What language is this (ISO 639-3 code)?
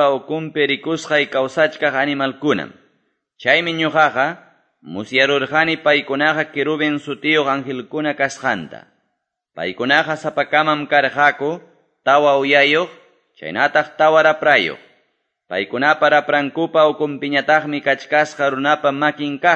que